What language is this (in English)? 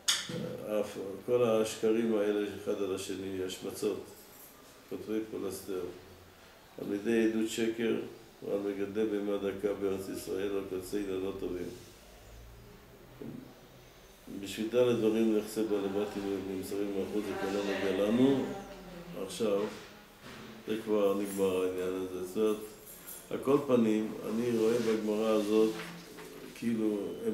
Hebrew